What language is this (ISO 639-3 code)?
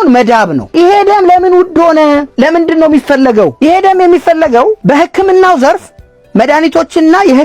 amh